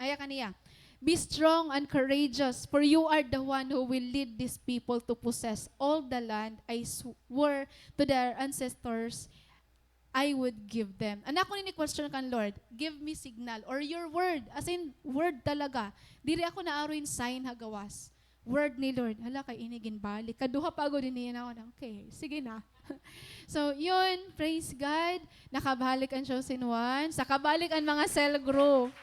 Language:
Waray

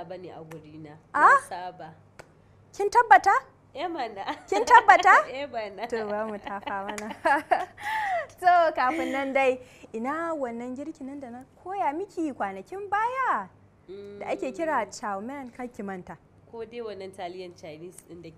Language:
Hausa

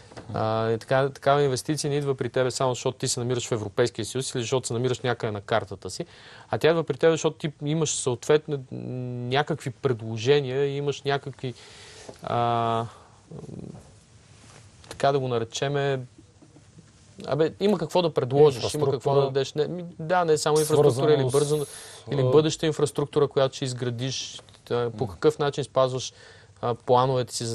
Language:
Bulgarian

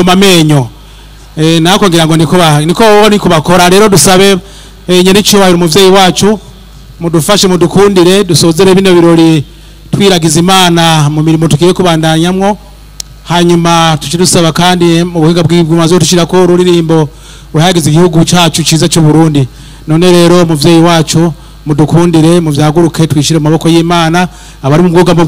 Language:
Rundi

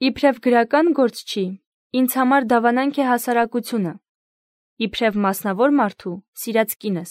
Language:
Armenian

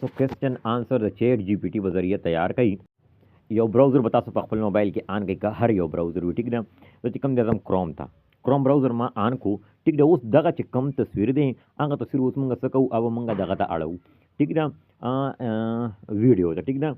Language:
Pashto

